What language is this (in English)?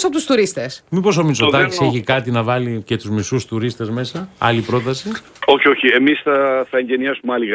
Greek